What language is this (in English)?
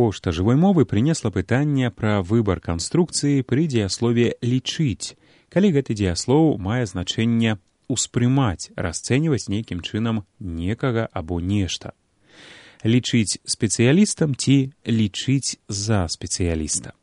Belarusian